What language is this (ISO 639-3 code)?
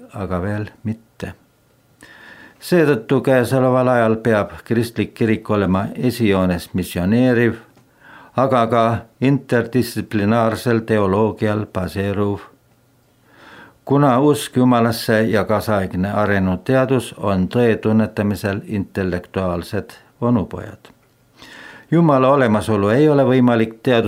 est